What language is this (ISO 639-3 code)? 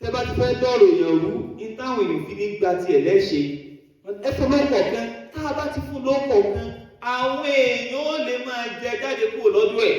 yor